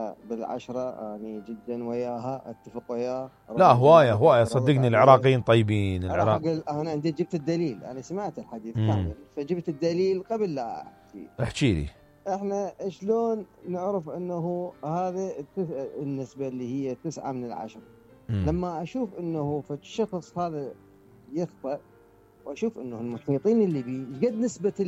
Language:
Mesopotamian Arabic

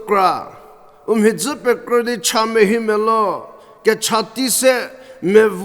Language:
Angami Naga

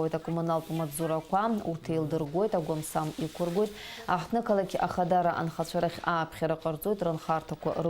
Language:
Abkhazian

